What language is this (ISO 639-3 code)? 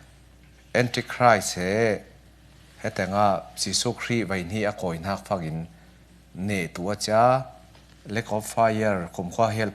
cfm